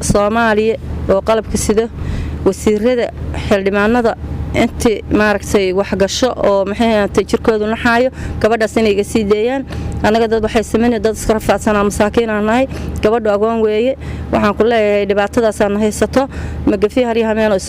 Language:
Somali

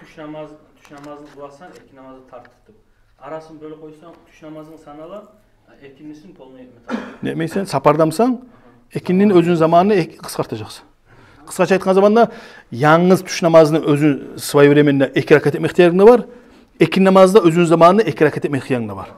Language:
Kumyk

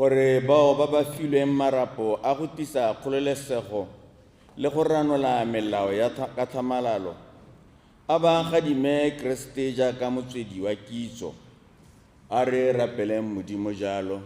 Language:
Tswana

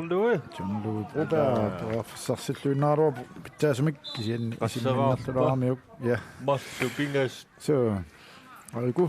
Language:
Kalaallisut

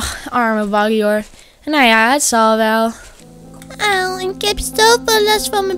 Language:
Dutch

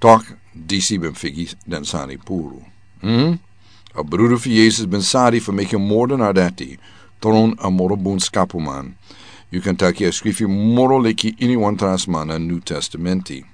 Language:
Sranan Tongo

